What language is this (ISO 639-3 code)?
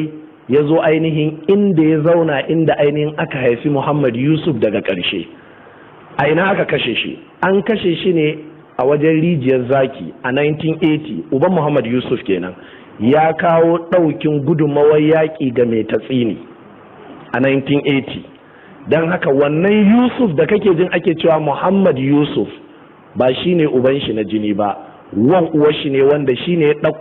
hau